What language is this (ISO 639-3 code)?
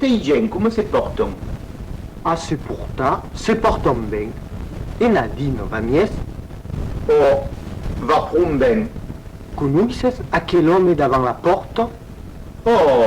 oci